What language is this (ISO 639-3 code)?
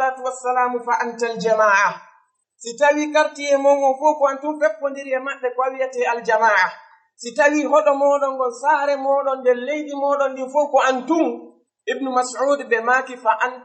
ful